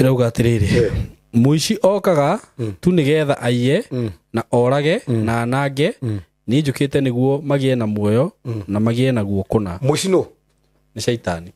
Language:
Kikuyu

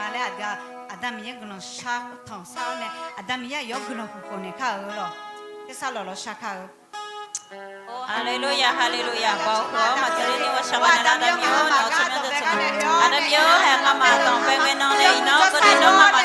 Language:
Akha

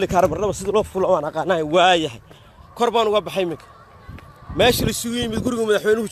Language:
Somali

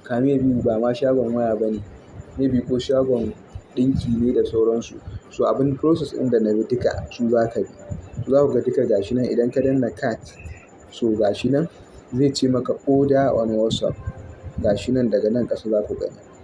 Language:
Hausa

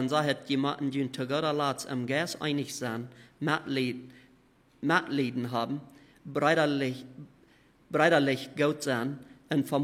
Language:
Plautdietsch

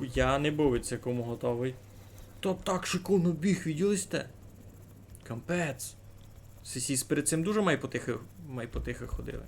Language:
Rusyn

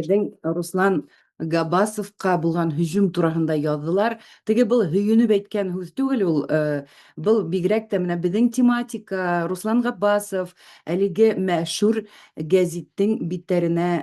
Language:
Bashkir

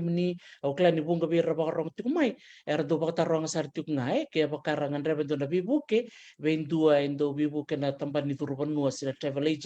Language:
Fijian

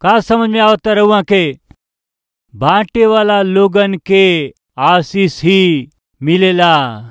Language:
Bhojpuri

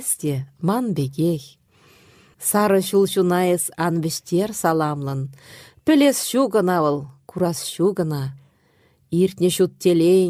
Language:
Chuvash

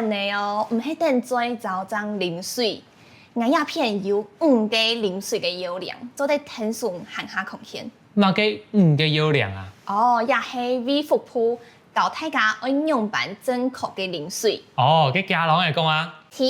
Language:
Hakka Chinese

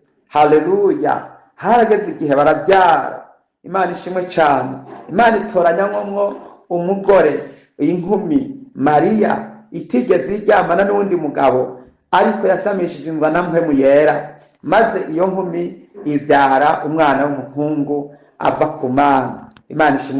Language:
Rundi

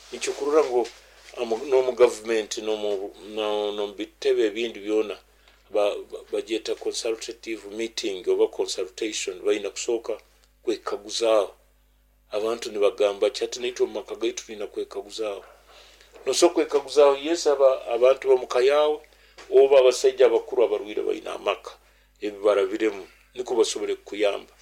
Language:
Nyoro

